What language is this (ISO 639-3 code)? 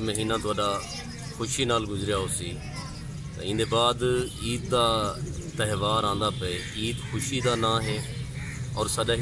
skr